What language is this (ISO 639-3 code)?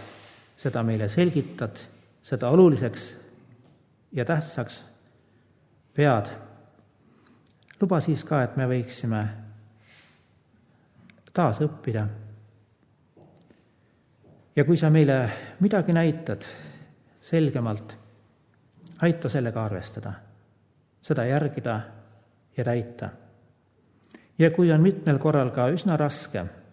est